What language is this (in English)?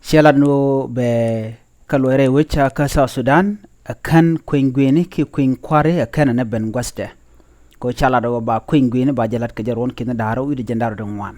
Nuer